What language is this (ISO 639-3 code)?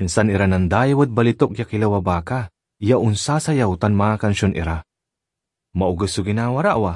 pag